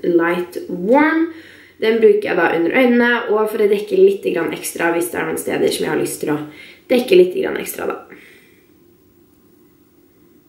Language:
Norwegian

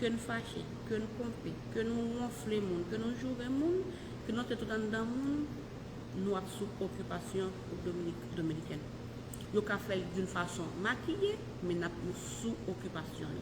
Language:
Haitian Creole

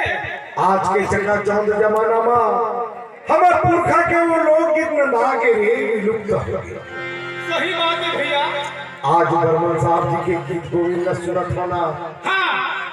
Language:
Chhattisgarhi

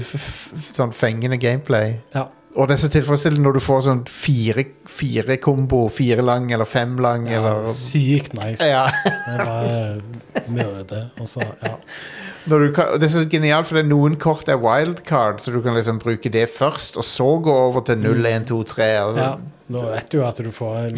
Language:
Norwegian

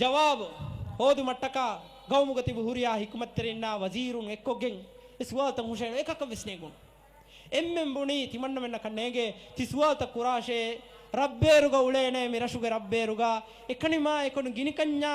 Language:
Divehi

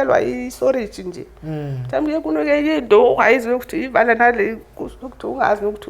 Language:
Zulu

